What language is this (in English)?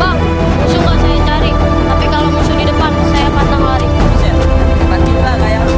Betawi